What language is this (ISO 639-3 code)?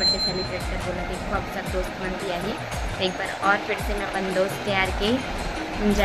hne